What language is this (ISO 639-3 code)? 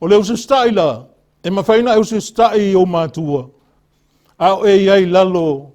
smo